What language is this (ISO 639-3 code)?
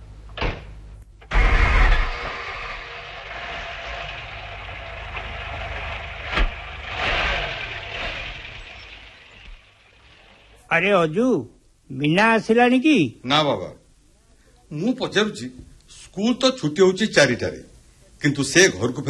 ori